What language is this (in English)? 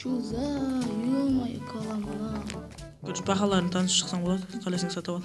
Kara-Kalpak